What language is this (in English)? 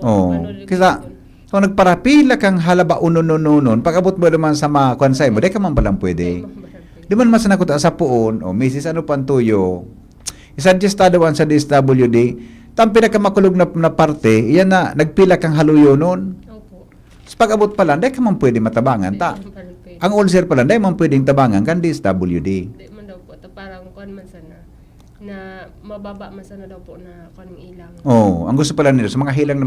Bikol